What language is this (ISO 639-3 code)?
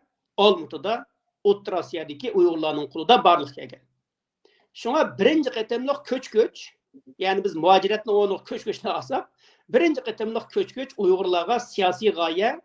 uig